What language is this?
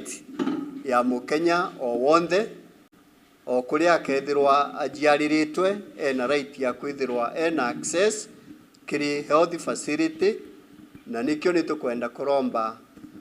Meru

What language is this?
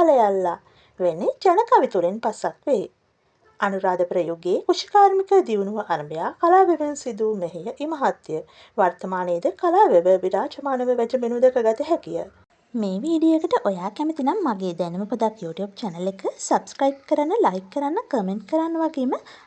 Sinhala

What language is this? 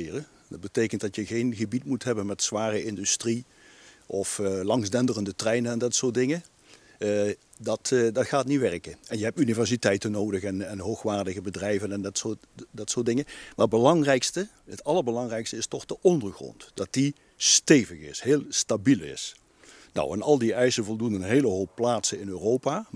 Dutch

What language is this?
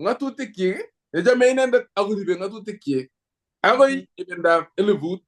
Kalenjin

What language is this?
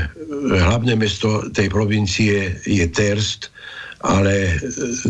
Slovak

